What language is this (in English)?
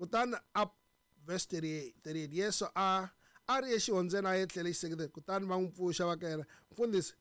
Tsonga